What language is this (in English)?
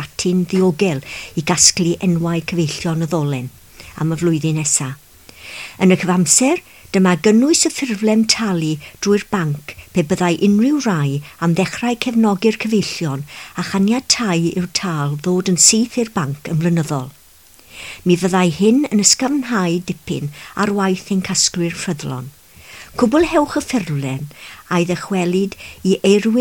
Welsh